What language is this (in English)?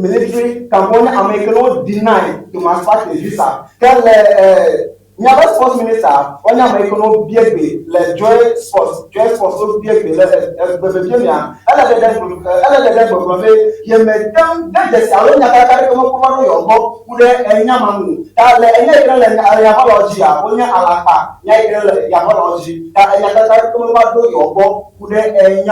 Ewe